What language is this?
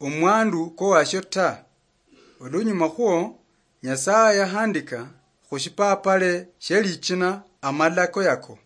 Luyia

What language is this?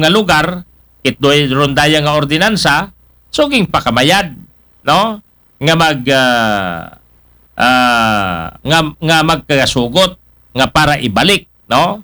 Aklanon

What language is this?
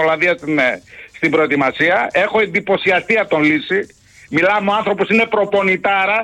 Greek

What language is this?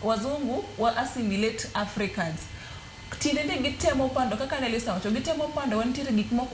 Luo (Kenya and Tanzania)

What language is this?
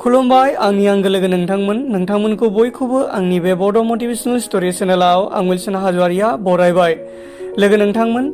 Bodo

